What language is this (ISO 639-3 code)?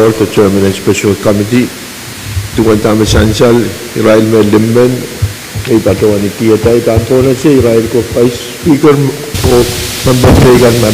pon